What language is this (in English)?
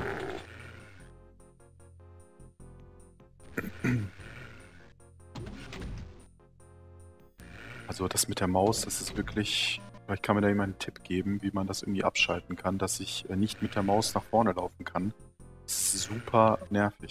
German